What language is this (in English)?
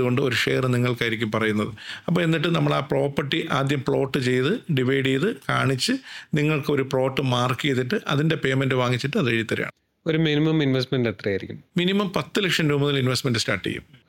Malayalam